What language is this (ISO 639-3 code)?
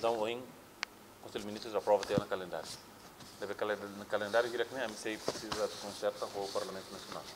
tet